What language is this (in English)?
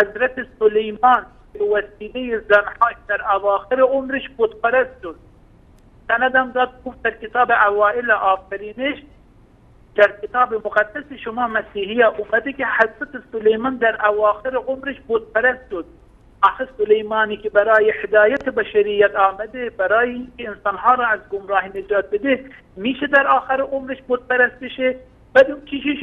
Persian